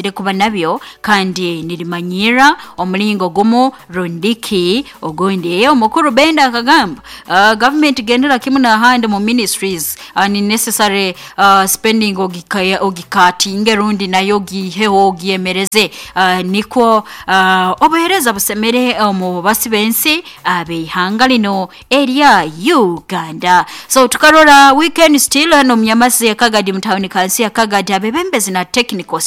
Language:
Nyoro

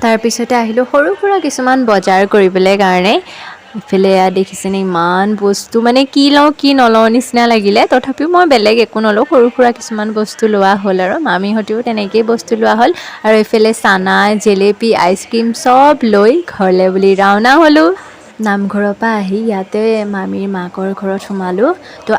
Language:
Assamese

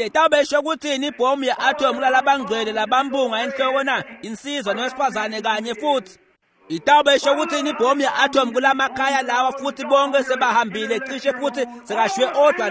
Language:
Swati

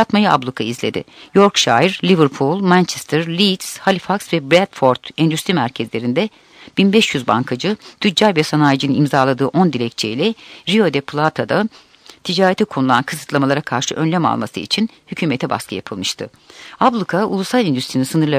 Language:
Turkish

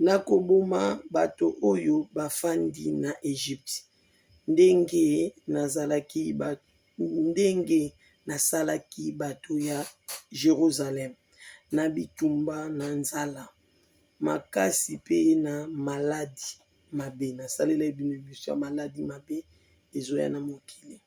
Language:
Lingala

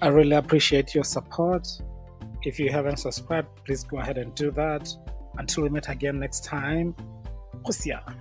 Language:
Tswana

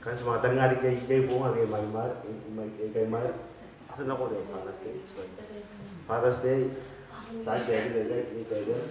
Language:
Gilbertese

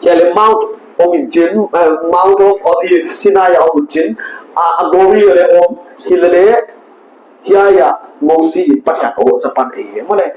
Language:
Paite Chin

